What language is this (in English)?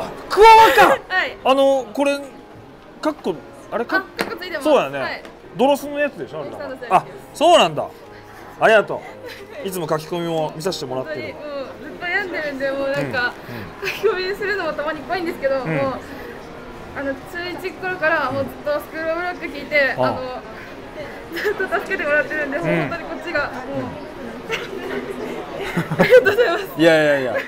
Japanese